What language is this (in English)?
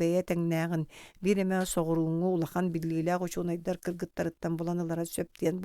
Yakut